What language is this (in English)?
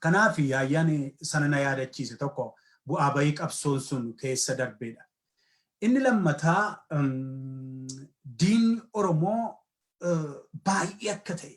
Oromo